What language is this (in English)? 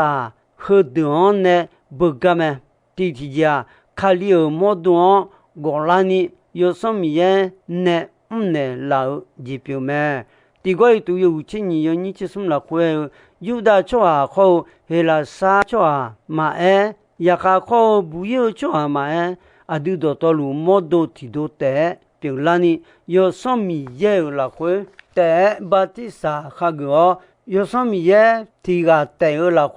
Akha